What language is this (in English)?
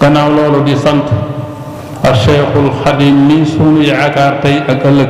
Wolof